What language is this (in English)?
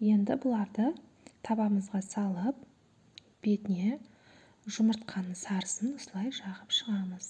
Kazakh